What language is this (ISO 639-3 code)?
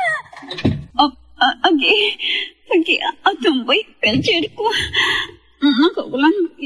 pag